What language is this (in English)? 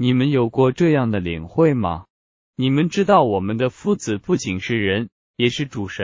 Chinese